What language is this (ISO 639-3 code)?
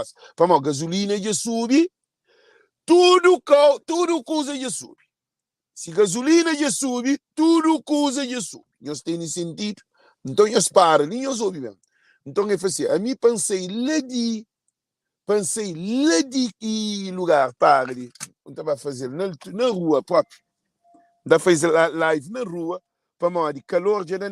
kea